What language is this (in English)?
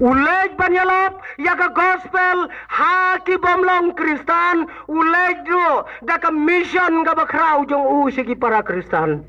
Khasi